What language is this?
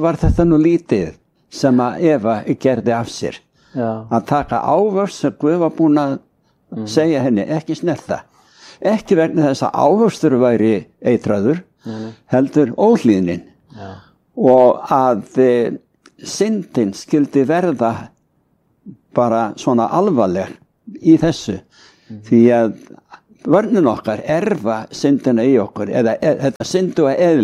Icelandic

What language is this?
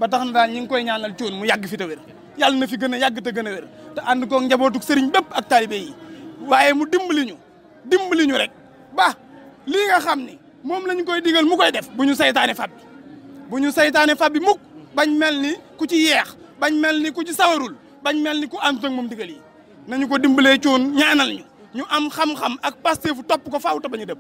Wolof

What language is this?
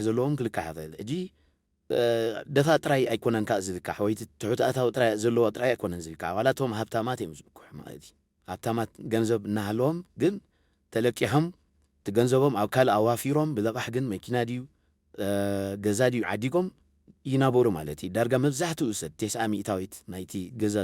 Tigrinya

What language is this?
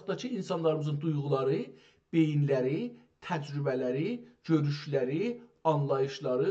South Azerbaijani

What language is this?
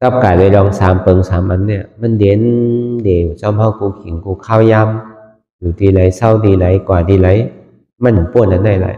Shan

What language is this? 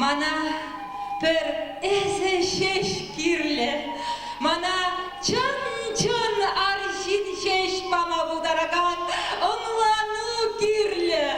Chuvash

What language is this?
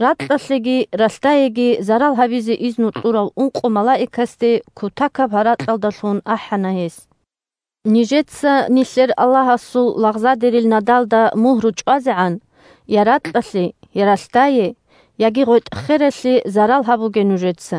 Avaric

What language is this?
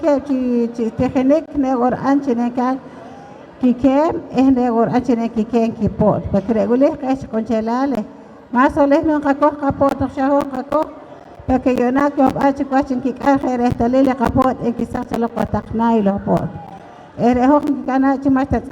Poqomchi'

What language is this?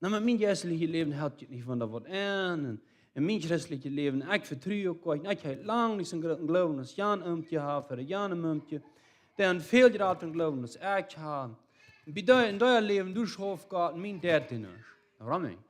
Plautdietsch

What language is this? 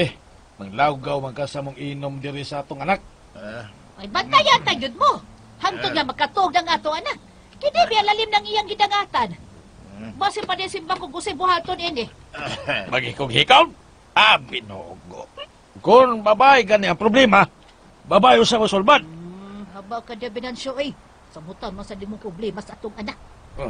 Cebuano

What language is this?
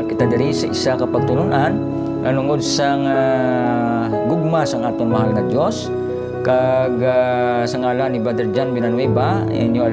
Hiligaynon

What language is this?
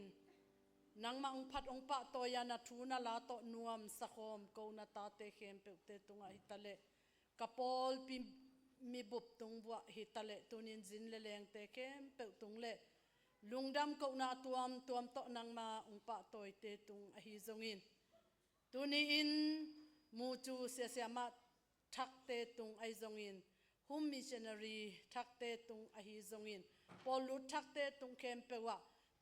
Tedim Chin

